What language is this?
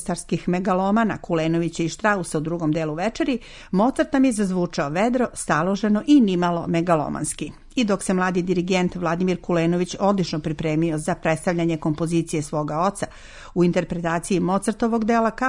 Serbian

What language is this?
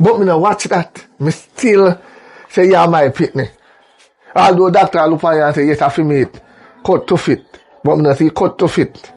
Jamaican Creole English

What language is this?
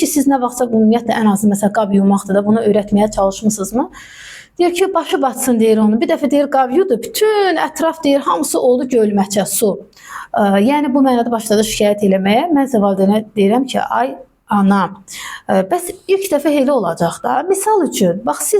Azerbaijani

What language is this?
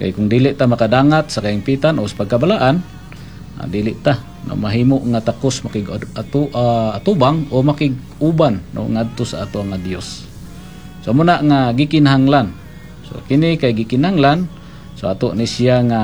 Cebuano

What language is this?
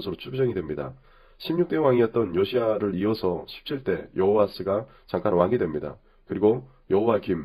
Korean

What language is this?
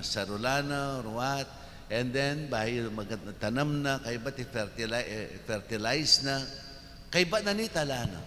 Pampanga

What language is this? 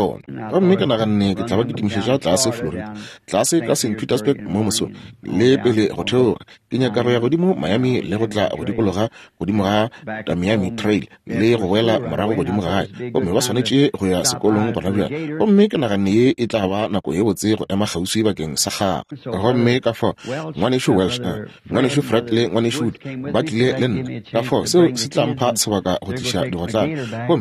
Northern Sotho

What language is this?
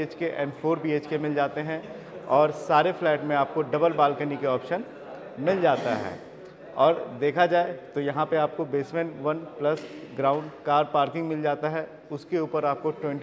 Hindi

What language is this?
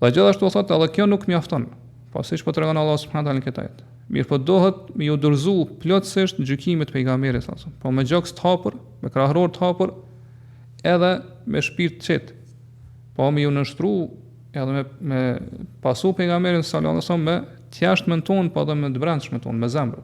Albanian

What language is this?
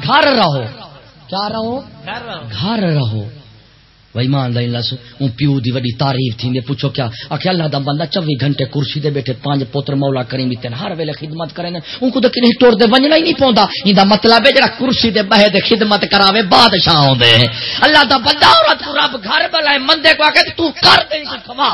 Saraiki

